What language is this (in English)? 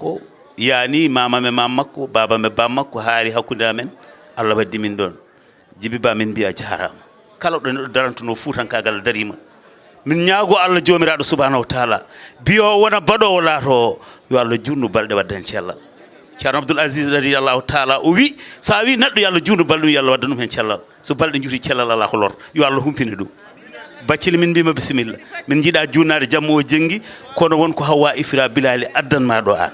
Fula